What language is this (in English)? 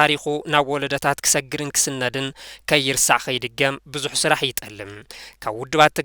Tigrinya